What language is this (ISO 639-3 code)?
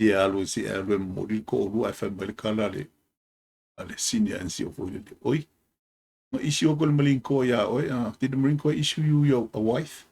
smo